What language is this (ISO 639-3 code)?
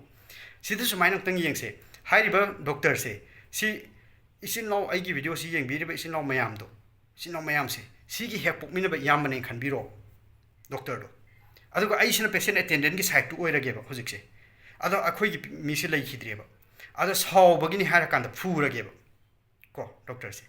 mni